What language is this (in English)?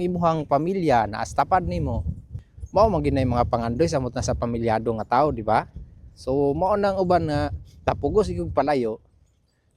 Cebuano